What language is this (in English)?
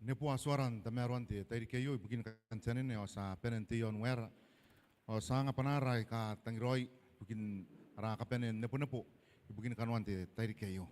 Gilbertese